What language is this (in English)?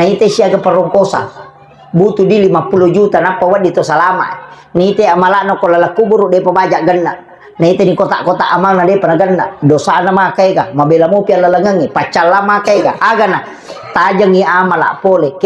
Buginese